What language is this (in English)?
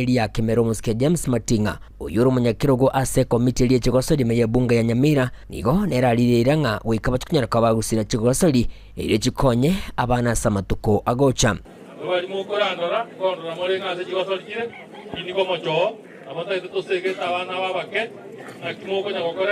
Gusii